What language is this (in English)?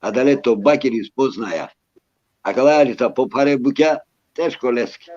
Balkan Romani